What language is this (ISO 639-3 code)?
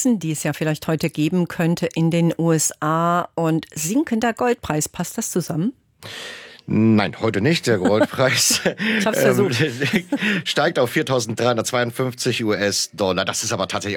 deu